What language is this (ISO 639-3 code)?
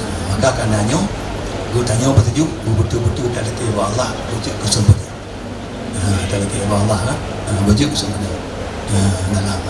ace